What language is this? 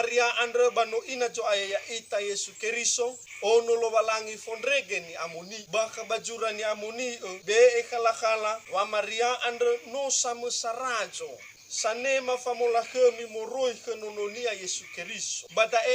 Nias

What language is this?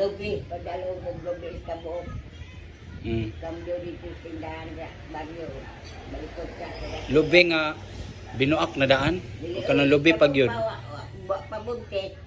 Cebuano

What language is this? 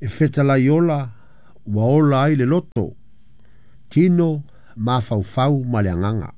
Samoan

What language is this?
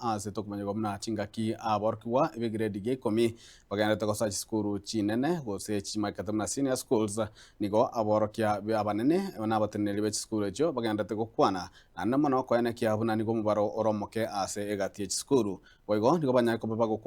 Gusii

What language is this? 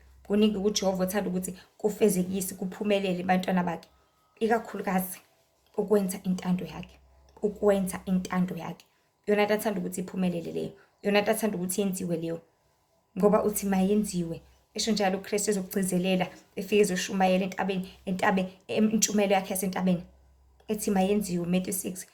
Zulu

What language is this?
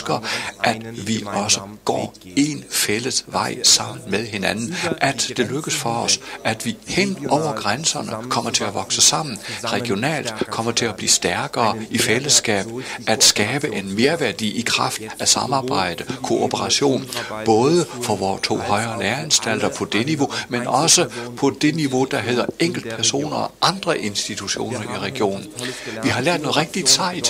Danish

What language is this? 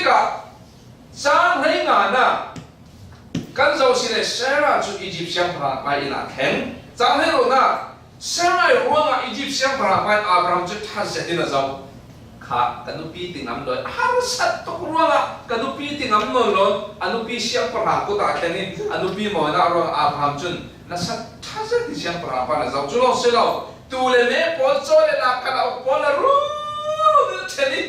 Falam Chin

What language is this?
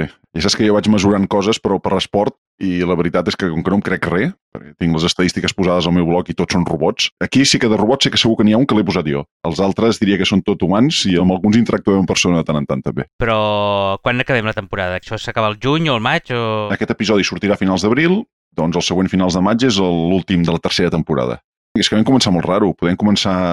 Catalan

